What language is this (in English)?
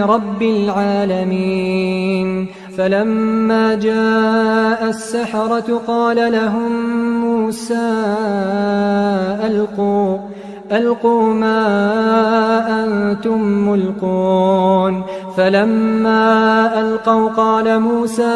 Arabic